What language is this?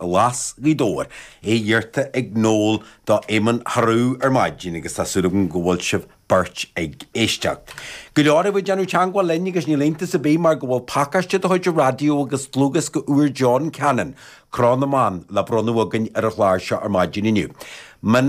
Irish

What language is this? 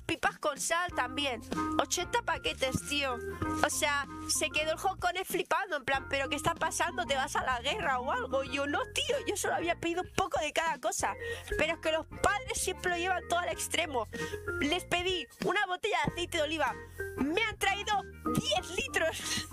Spanish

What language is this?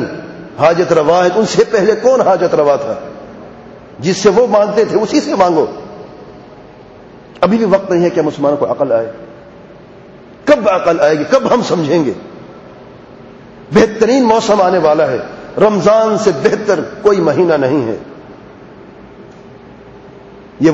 Urdu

